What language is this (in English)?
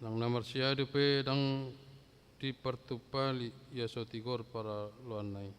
Batak Toba